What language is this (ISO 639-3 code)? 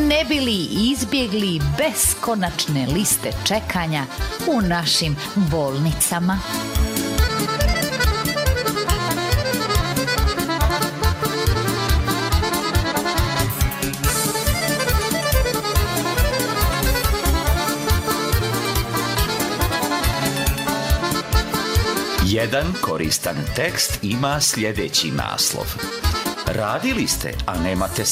srp